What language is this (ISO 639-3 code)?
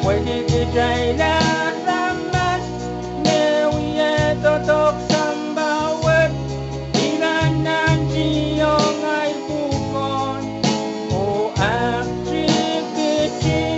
pon